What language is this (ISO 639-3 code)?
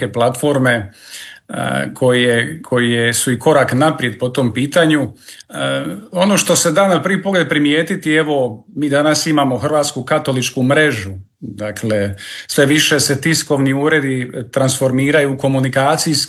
hrv